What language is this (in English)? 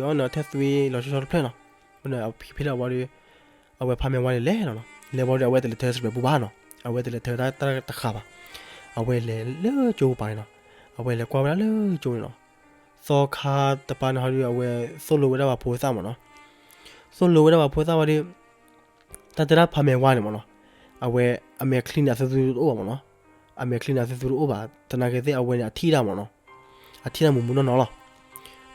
S'gaw Karen